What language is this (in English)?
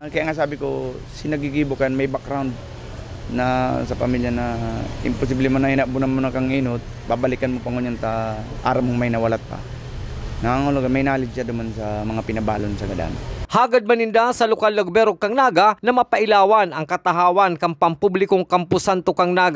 Bikol